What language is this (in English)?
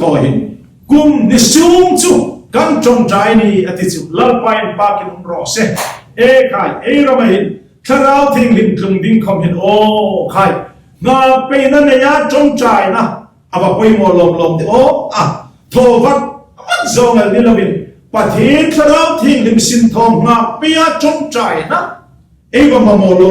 Hmar